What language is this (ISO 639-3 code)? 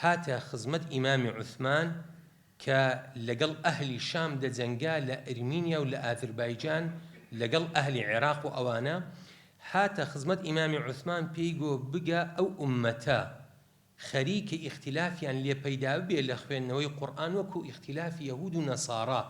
ckb